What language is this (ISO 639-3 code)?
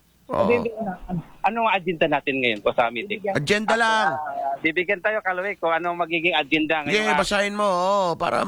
fil